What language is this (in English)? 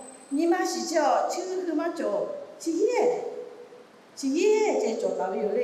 Lahu